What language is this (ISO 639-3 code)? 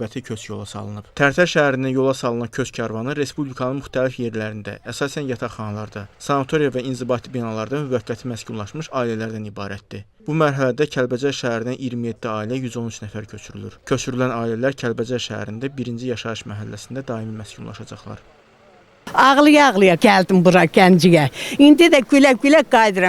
aze